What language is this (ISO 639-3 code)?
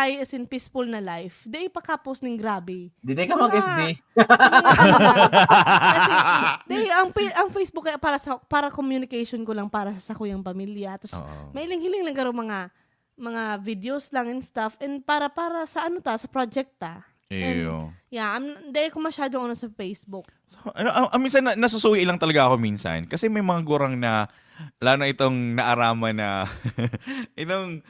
bik